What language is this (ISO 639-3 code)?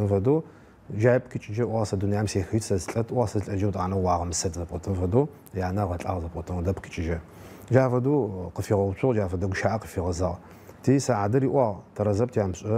ady